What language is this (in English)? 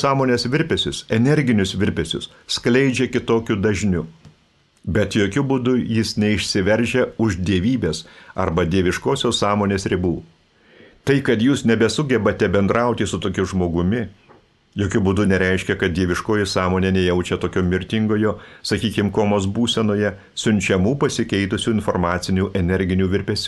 Lithuanian